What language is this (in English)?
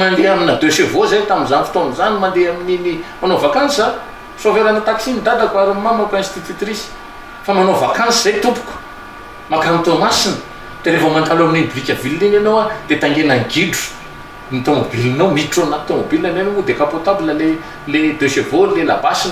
Malagasy